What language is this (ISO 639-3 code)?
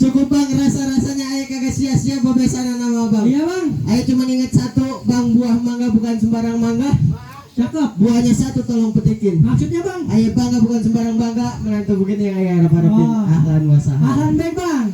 bew